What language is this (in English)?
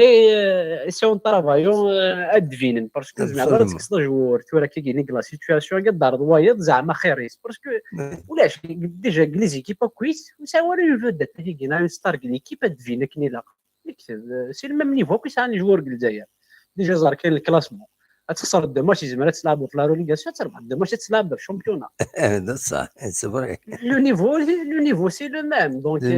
Kabyle